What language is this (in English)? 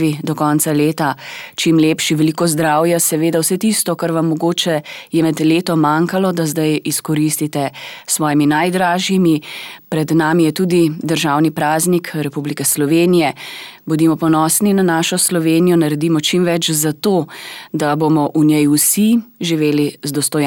Slovenian